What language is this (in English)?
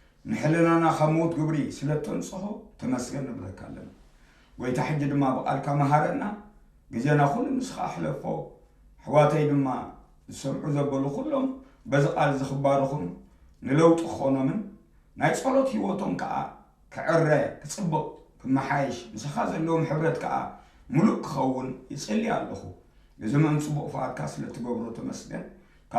Tigrinya